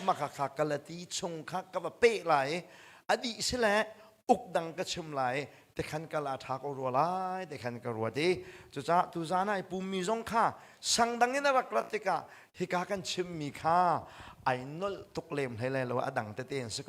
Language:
Hakha Chin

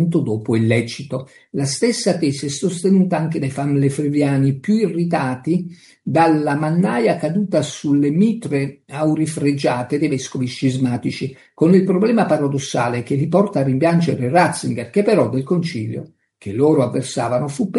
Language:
Italian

